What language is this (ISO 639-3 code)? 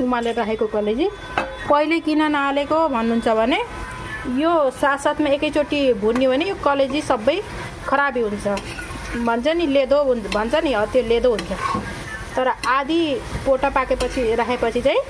nep